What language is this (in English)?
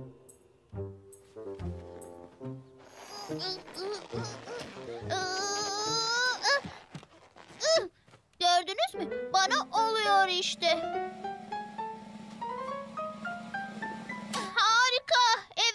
Turkish